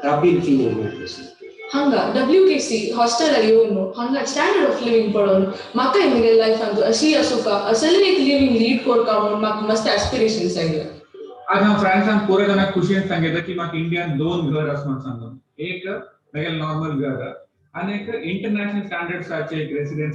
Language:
Konkani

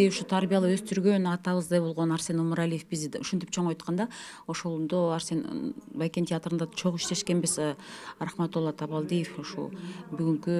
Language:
Kyrgyz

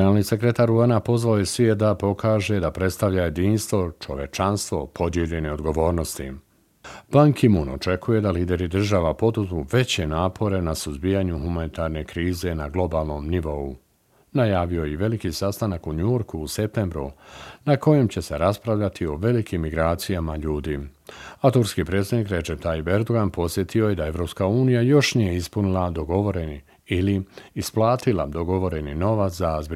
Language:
Bosnian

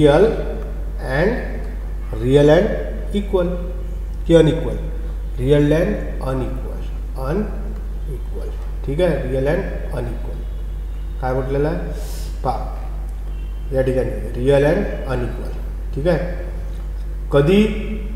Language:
Marathi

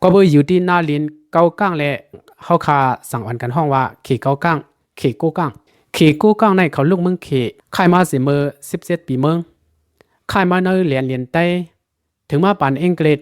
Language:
Shan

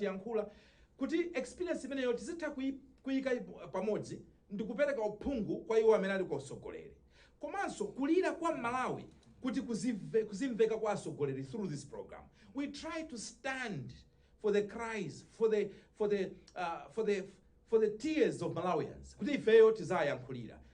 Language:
Nyanja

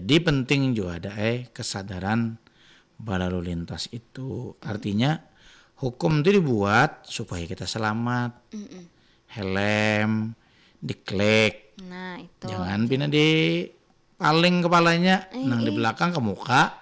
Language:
Banjar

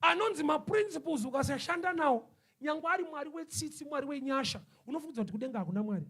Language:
Shona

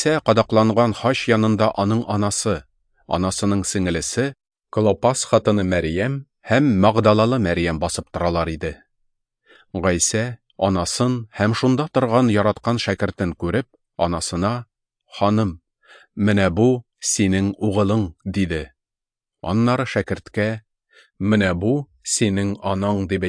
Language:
Tatar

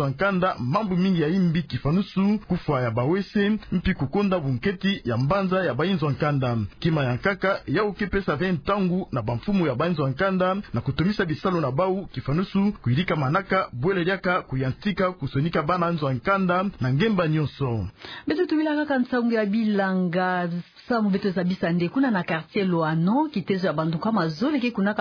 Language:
Kituba (Democratic Republic of Congo)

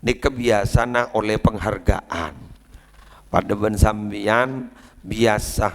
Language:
Madurese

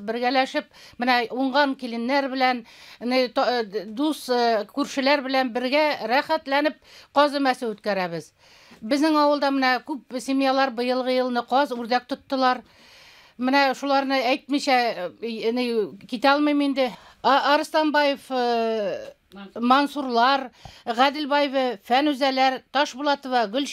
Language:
Bashkir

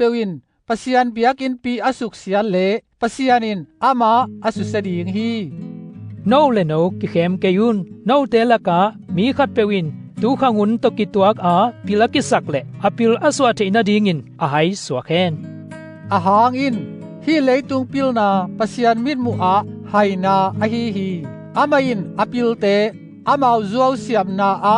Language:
Tedim Chin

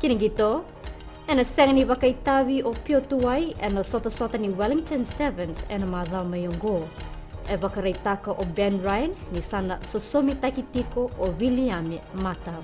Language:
Fijian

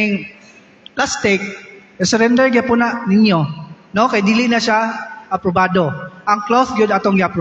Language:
Cebuano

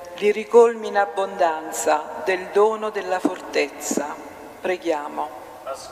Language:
Italian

